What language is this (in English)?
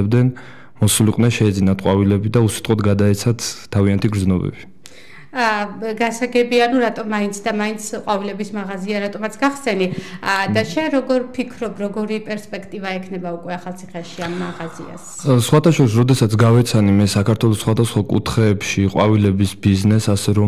Georgian